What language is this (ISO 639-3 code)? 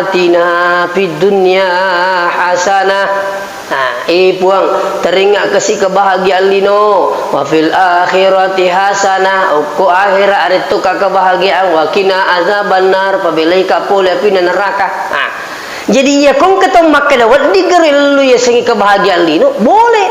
bug